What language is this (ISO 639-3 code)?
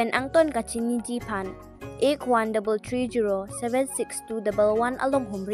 mjw